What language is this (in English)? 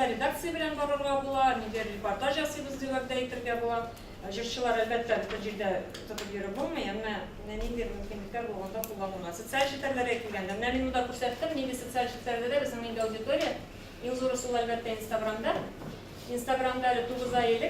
Tatar